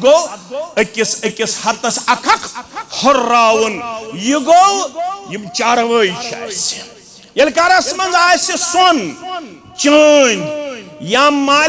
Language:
Kashmiri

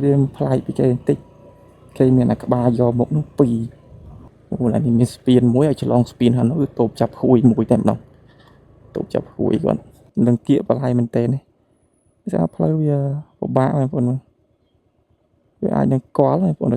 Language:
Khmer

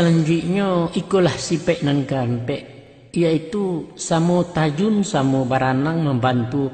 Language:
Minangkabau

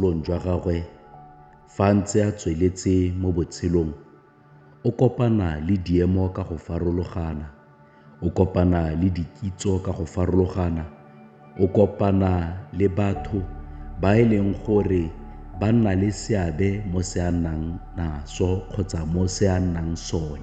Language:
Tswana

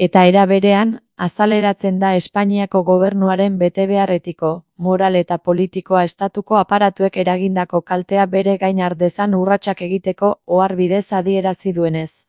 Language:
Basque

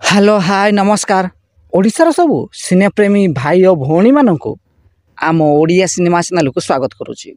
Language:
Odia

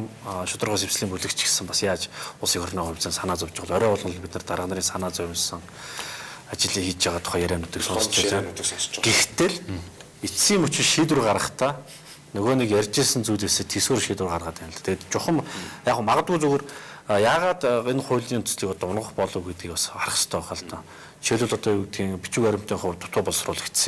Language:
Mongolian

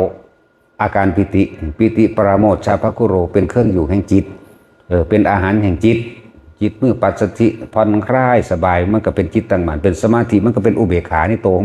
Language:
Northeastern Thai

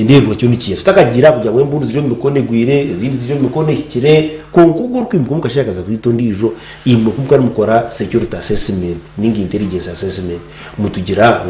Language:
Nyankole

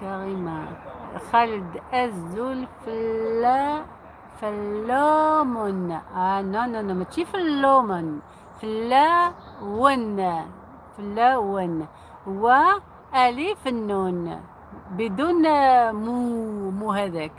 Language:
Algerian Arabic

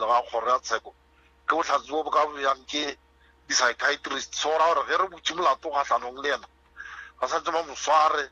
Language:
Northern Sotho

